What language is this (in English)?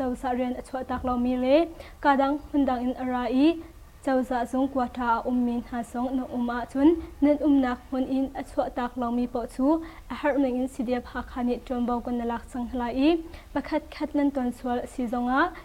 Hakha Chin